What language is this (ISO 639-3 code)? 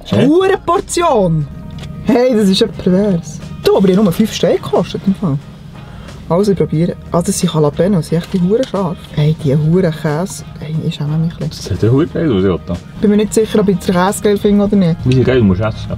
gsw